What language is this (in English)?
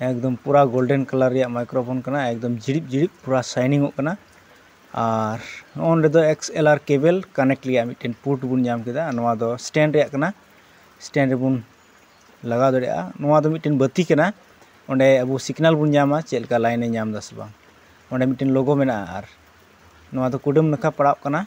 Santali